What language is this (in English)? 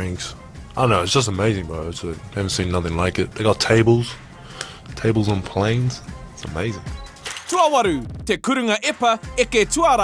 Māori